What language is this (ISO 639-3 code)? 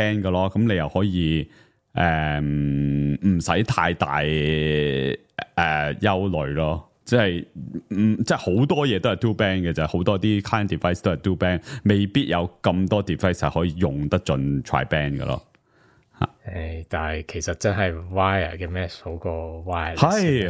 yue